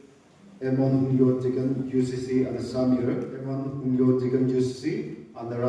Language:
Tangkhul Naga (India)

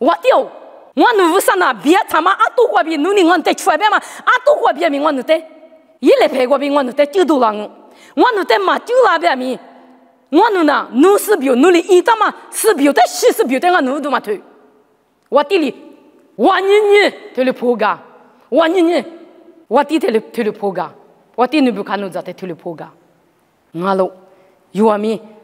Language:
Lisu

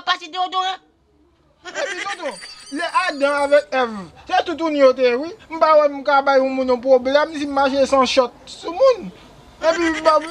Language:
Haitian Creole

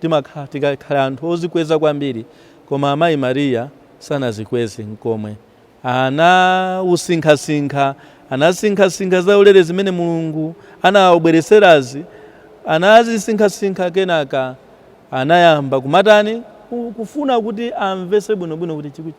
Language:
Nyanja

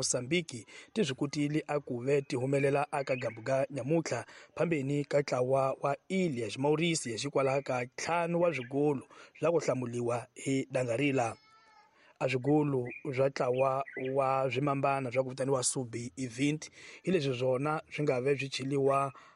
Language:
Tsonga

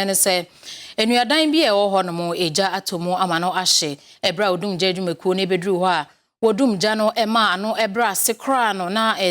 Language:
Akan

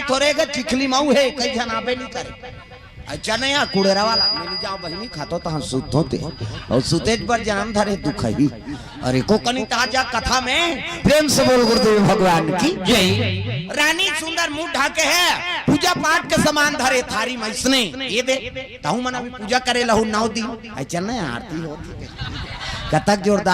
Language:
Chhattisgarhi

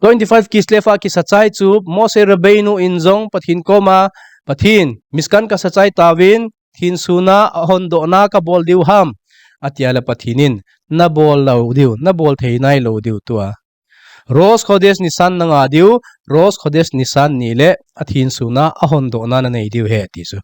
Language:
Thado Chin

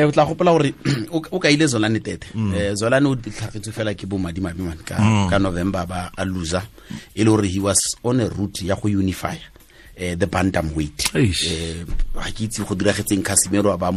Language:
Tswana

